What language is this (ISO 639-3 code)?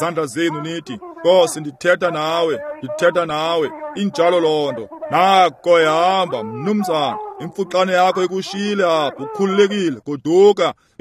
xho